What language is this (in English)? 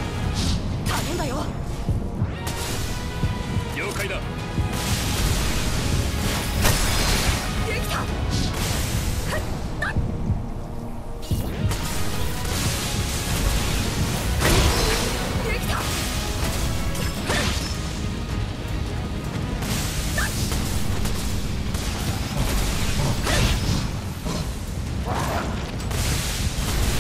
Japanese